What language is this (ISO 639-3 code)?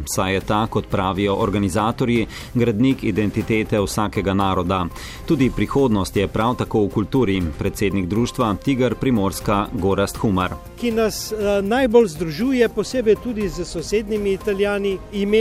slv